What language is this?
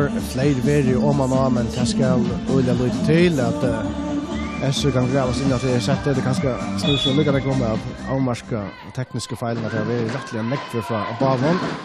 Faroese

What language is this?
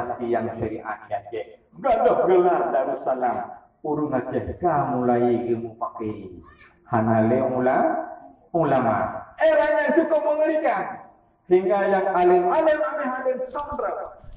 Achinese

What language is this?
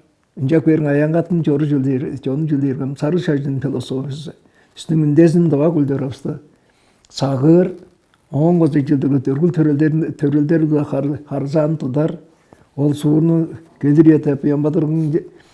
Tuvinian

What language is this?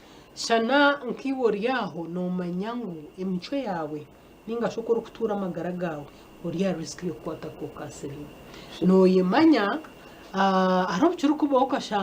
Nyankole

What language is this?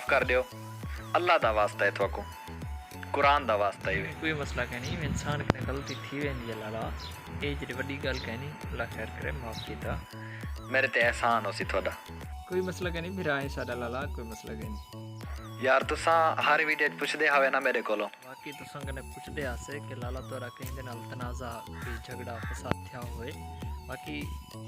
Saraiki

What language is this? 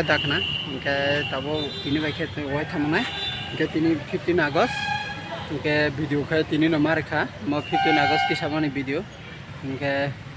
Kok Borok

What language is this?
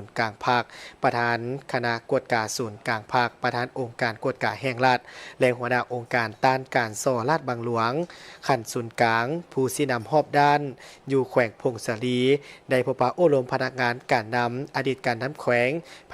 Lao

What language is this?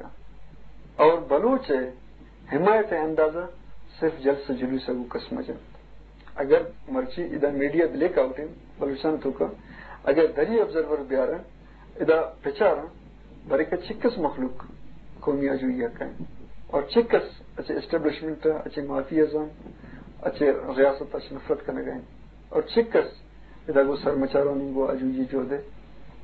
Eastern Balochi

